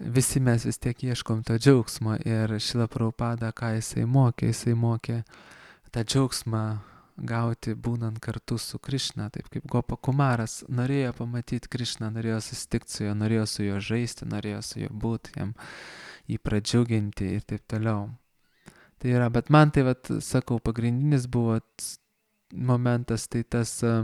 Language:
Lithuanian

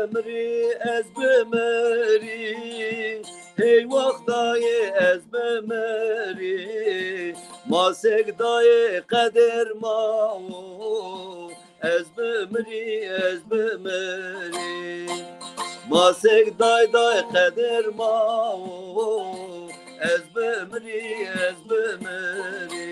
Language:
Zaza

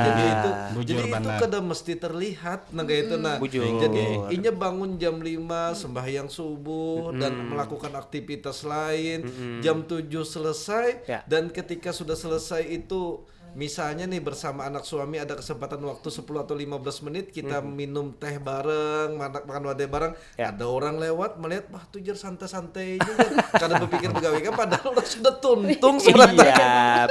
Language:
Banjar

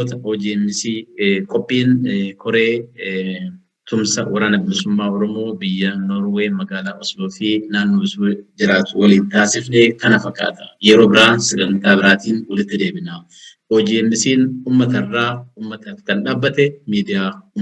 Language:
Oromo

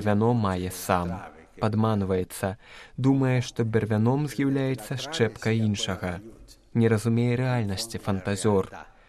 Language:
Belarusian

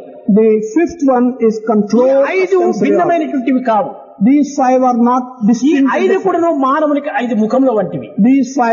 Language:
Telugu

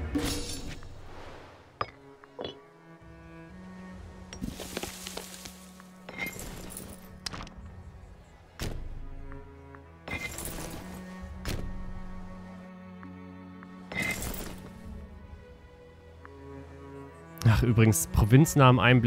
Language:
German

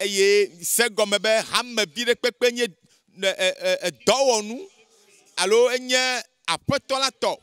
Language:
Ewe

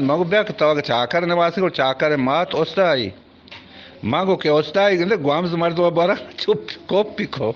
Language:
Eastern Balochi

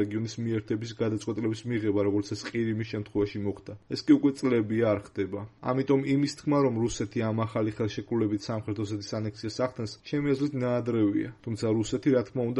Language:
Georgian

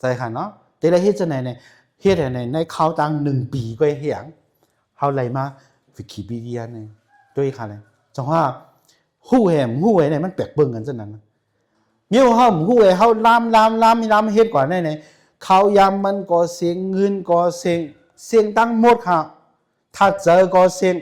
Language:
Shan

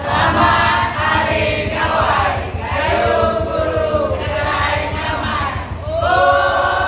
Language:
Iban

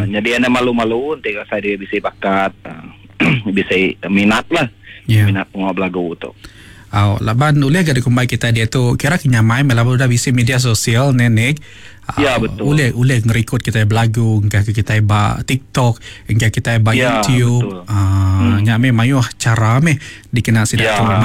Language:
Iban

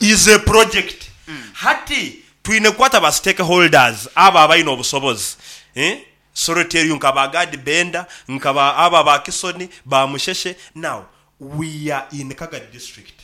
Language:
Nyankole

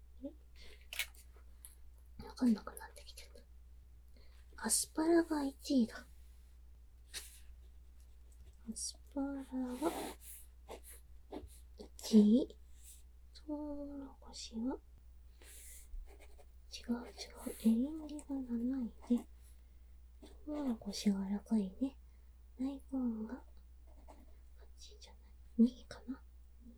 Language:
Japanese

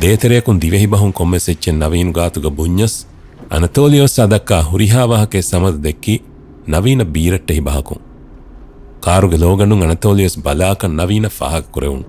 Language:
Divehi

